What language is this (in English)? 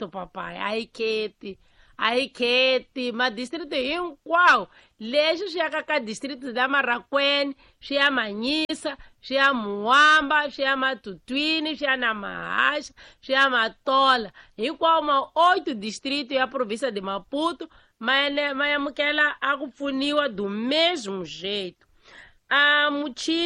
Tsonga